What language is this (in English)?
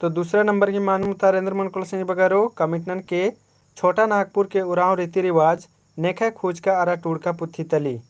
Kurukh